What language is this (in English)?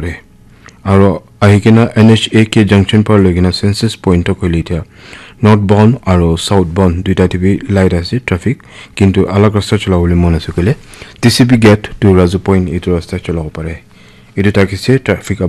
Naga Pidgin